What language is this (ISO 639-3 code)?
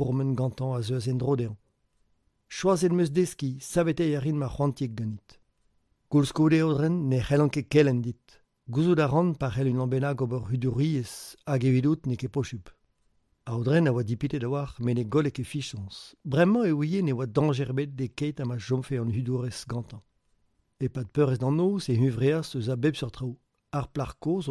bre